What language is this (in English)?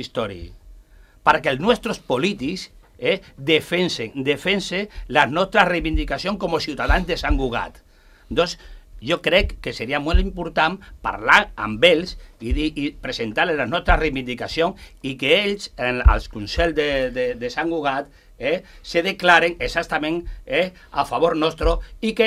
Catalan